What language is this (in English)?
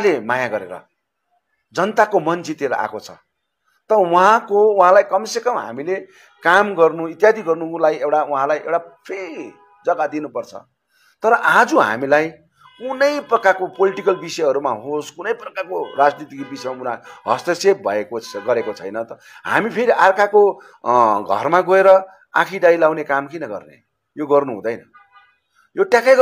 Nepali